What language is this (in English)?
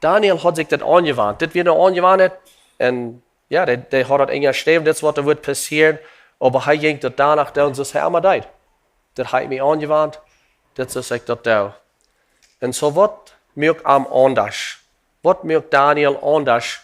Plautdietsch